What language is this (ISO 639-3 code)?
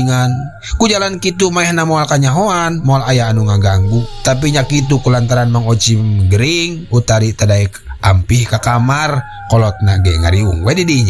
sun